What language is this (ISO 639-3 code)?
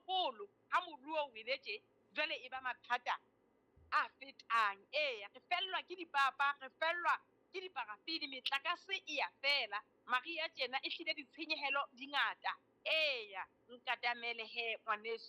sot